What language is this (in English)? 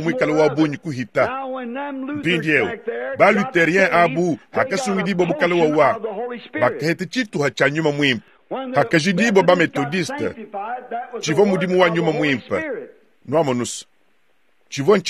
Luba-Lulua